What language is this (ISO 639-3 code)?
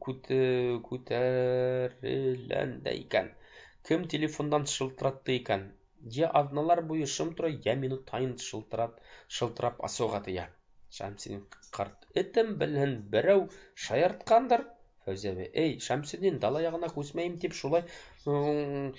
bak